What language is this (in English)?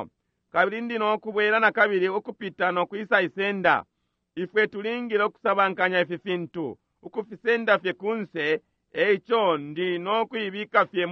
Bemba